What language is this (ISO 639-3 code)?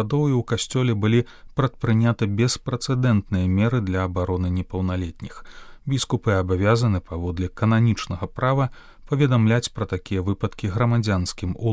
bel